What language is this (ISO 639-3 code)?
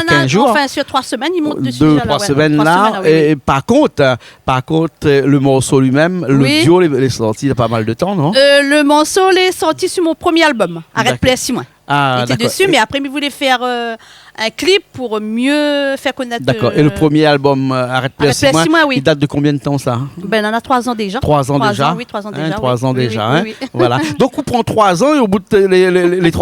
rcf